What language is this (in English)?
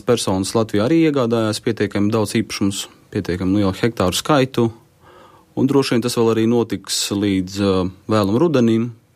Latvian